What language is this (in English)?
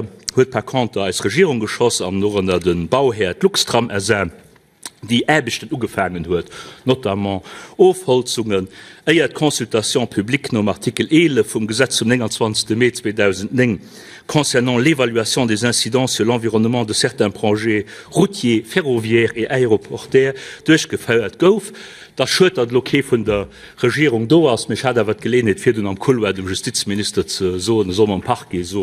Luxembourgish